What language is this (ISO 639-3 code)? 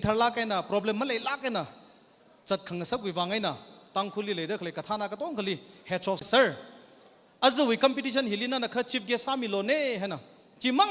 nmf